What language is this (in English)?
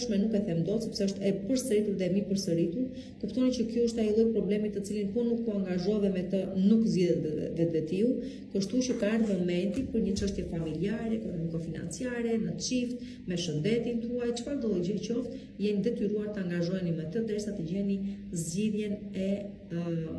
Albanian